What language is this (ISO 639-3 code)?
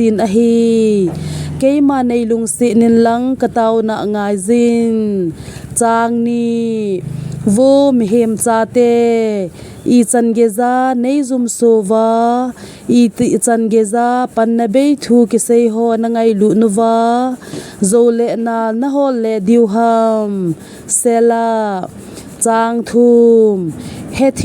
tcz